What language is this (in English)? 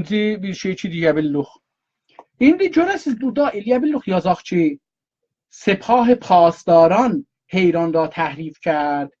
South Azerbaijani